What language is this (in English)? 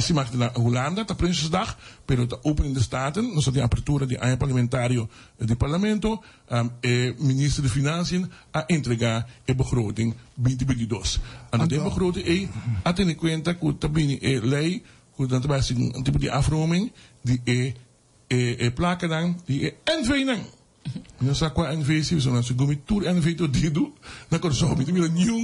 Papiamento